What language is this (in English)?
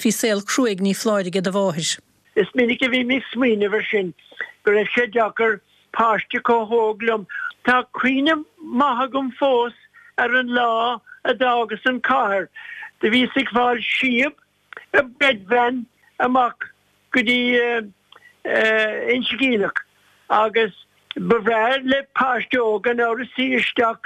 Irish